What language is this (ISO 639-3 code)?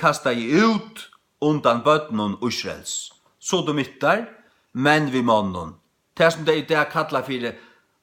fao